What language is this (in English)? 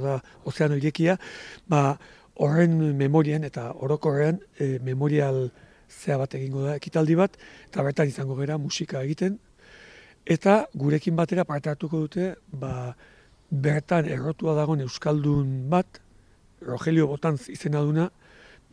Basque